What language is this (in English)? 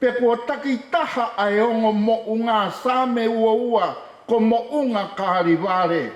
Tongan